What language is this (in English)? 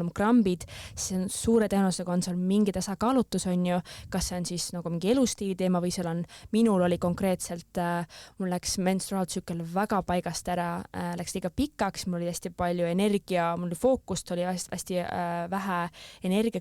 Estonian